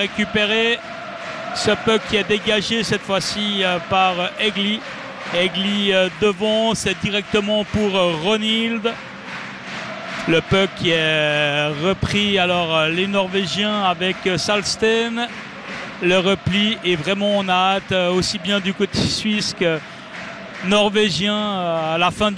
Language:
French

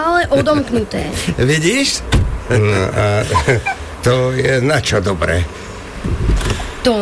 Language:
Slovak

